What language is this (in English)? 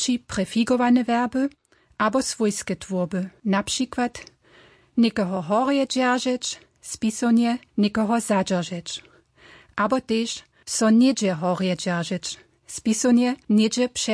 Upper Sorbian